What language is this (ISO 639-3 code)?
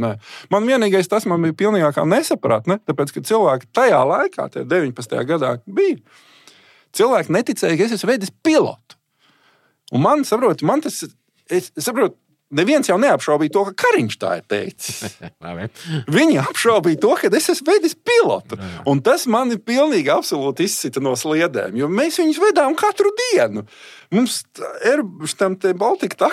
lav